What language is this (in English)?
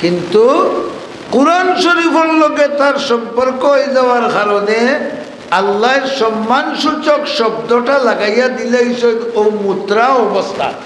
Sylheti